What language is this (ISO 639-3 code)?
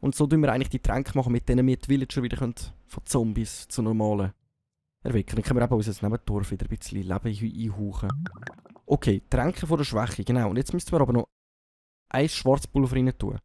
gsw